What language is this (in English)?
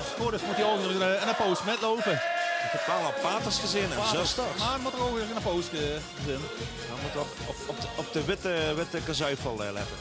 Limburgish